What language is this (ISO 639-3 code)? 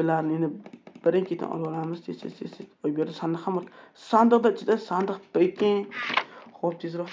uzb